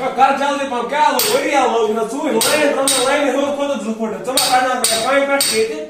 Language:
Kashmiri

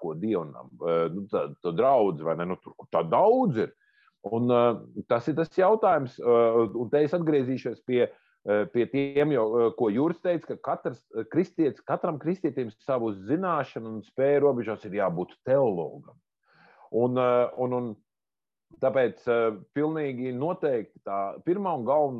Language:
Latvian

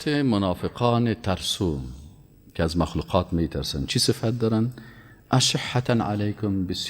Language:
Persian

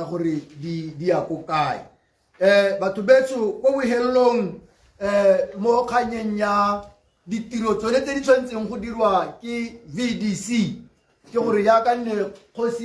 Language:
Tswana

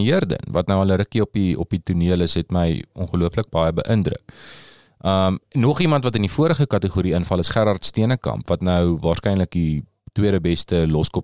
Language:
Afrikaans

